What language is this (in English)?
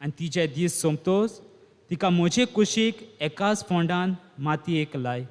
Konkani